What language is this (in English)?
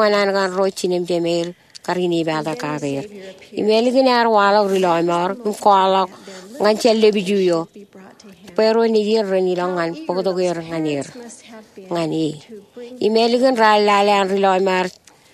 Marshallese